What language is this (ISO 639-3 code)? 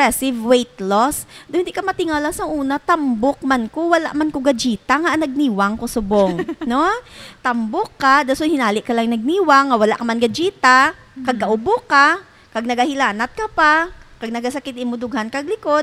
hil